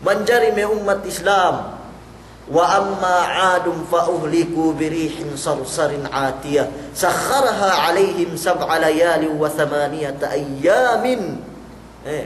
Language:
Yakan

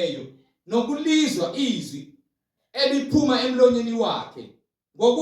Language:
Zulu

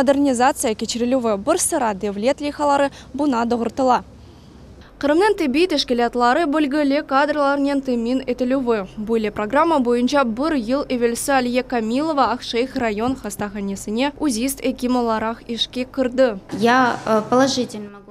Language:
Crimean Tatar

